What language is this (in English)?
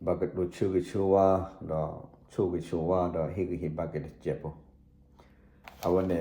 S'gaw Karen